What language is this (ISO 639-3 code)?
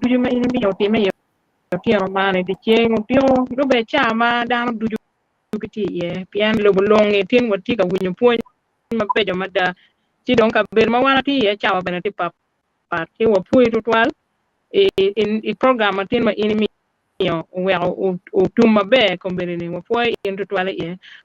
ach